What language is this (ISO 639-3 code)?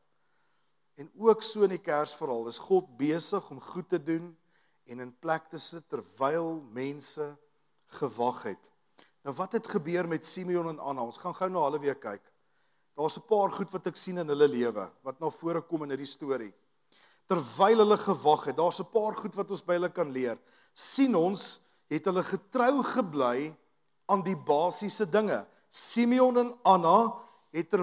afr